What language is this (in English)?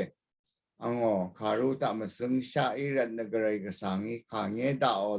Rawang